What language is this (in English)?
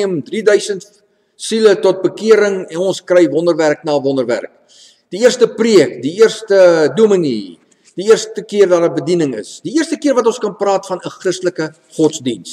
Afrikaans